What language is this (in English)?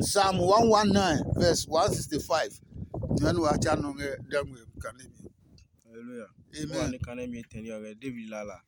Adangme